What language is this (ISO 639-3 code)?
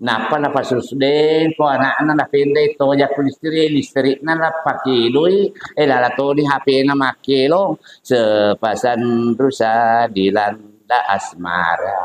bug